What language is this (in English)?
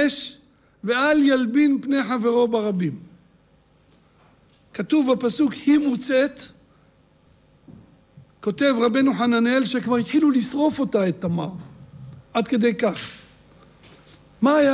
Hebrew